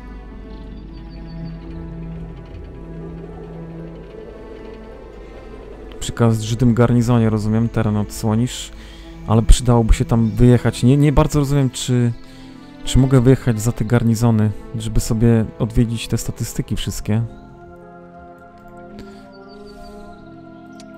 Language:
Polish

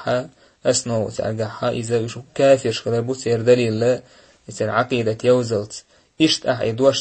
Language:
Chechen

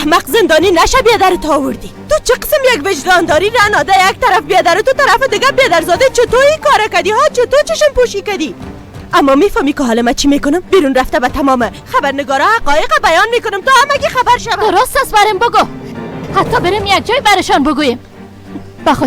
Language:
Persian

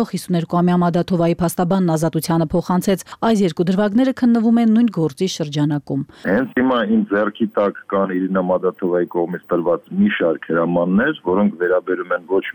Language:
Armenian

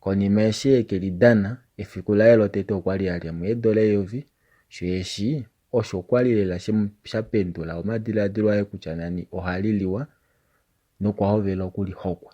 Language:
Kuanyama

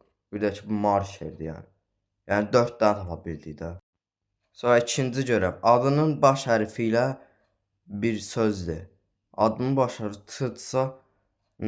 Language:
Azerbaijani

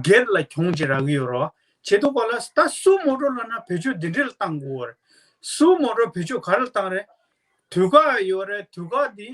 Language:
Tibetan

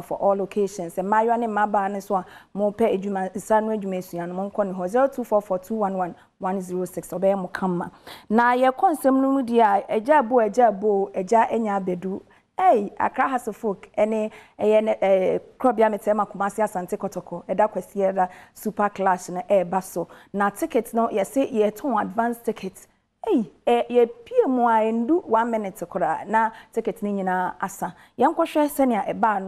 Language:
Akan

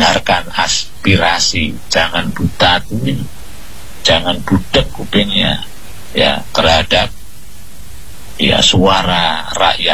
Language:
Indonesian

